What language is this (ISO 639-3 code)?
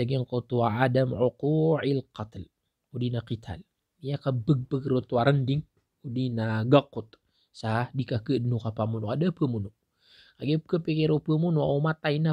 mrw